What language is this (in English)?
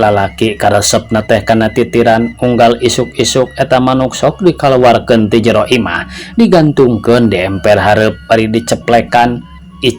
Sundanese